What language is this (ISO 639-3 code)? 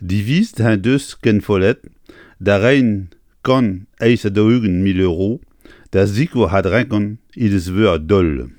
bre